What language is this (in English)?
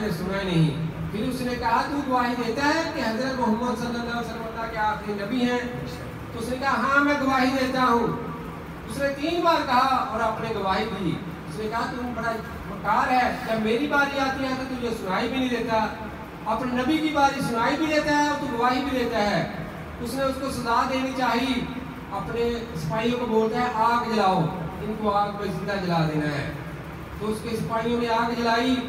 Urdu